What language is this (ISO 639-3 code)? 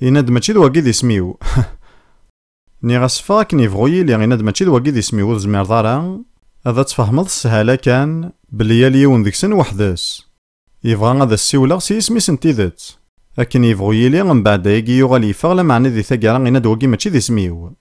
kab